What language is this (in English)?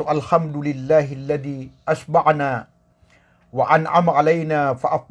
Maranao